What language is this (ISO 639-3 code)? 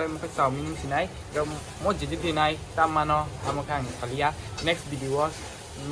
trp